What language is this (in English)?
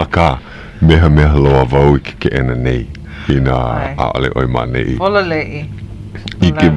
Hawaiian